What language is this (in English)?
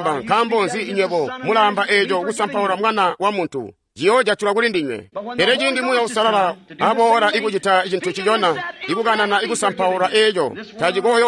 Tonga (Zambia)